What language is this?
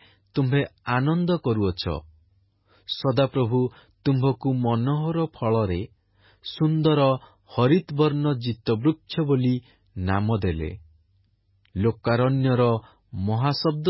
Odia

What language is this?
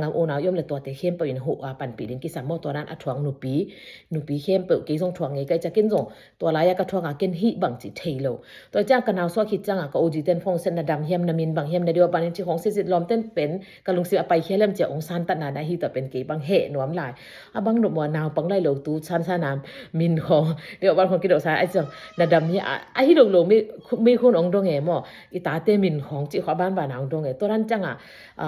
Tedim Chin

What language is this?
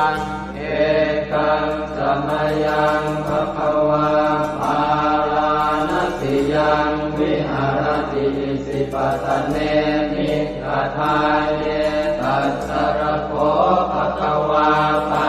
Pali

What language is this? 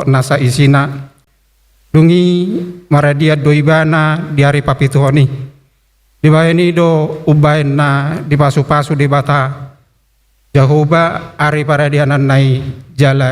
Batak Toba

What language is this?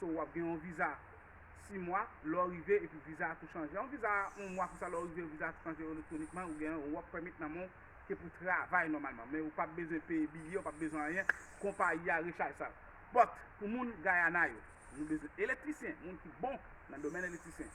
Haitian Creole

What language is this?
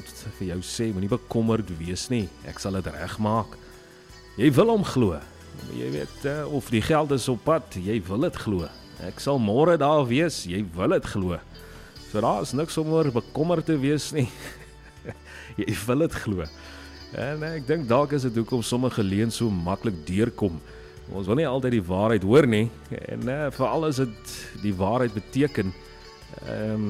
Afrikaans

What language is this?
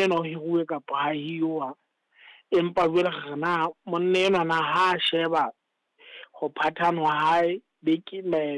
Southern Sotho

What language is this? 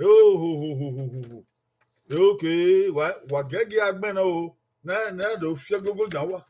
Bini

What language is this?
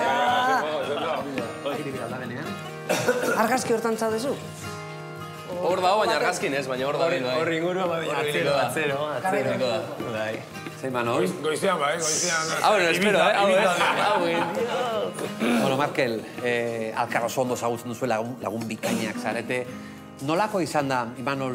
Basque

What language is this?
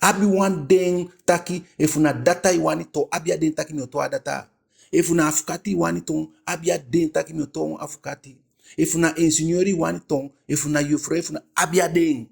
Eastern Maroon Creole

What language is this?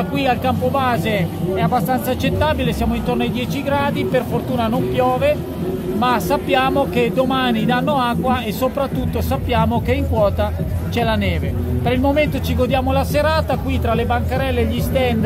Italian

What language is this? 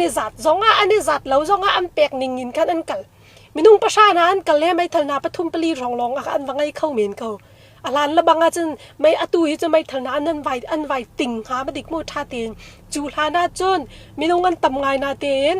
Hakha Chin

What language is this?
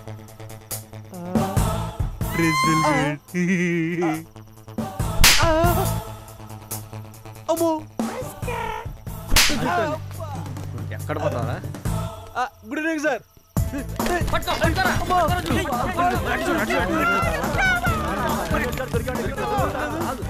Telugu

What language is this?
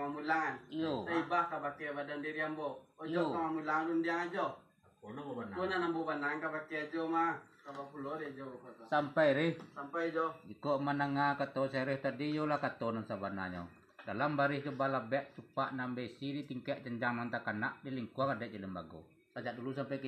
Minangkabau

